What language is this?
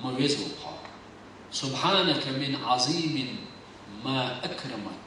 Chechen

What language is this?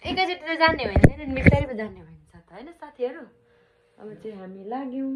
Nepali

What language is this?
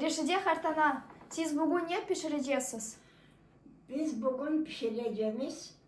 Crimean Tatar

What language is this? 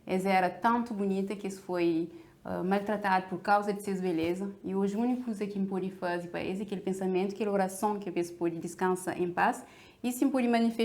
Kabuverdianu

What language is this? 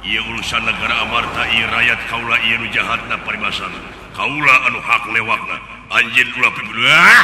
Sundanese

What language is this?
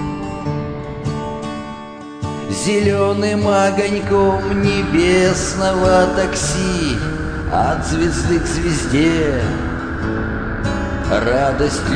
Russian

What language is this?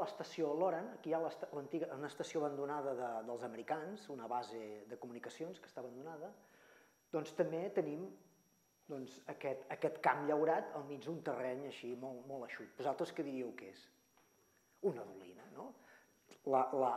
Catalan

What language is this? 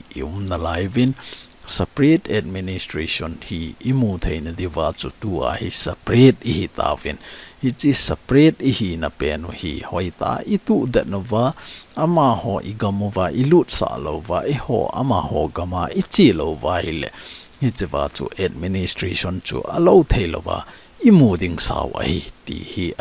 Thado Chin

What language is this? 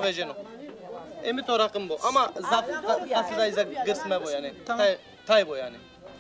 Zaza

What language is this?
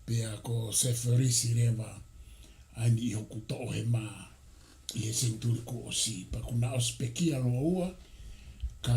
Tongan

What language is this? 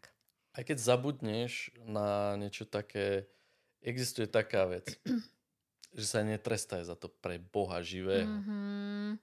Slovak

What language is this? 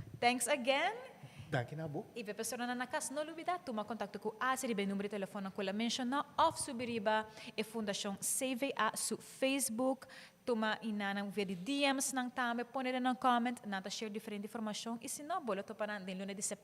Papiamento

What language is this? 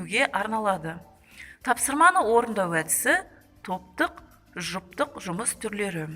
Kazakh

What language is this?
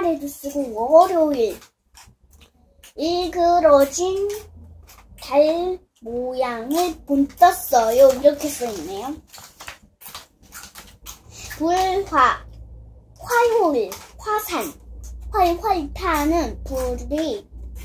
Korean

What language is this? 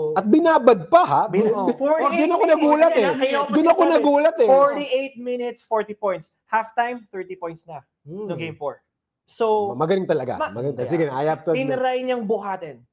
Filipino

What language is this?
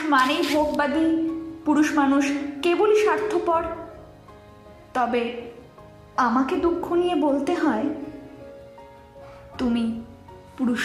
Bangla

